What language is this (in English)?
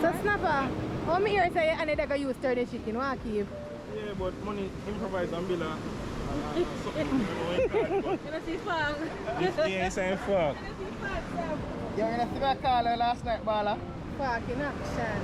Jamaican Creole English